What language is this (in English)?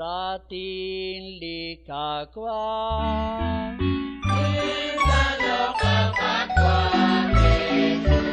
Kekchí